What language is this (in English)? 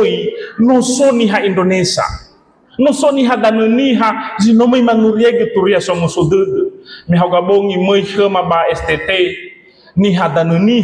Nias